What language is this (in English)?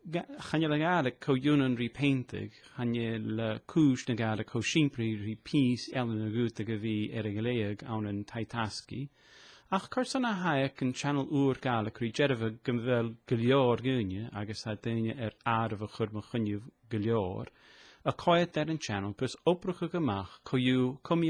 Scottish Gaelic